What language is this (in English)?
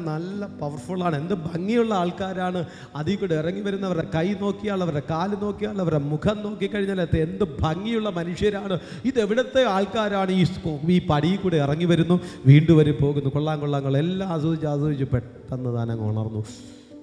Malayalam